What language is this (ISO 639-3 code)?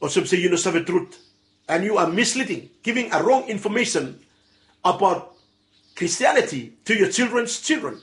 bis